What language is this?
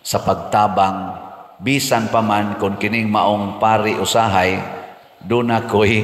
Cebuano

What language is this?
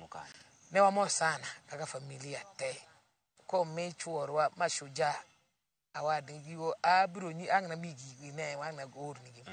Luo (Kenya and Tanzania)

